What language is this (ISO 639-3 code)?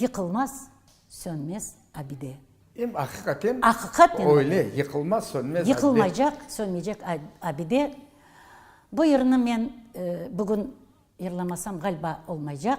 crh